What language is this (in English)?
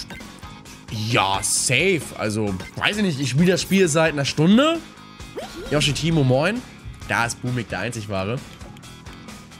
German